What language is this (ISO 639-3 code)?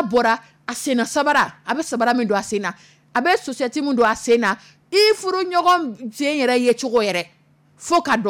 dyu